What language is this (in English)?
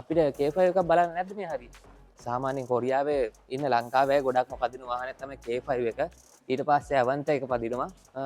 Sinhala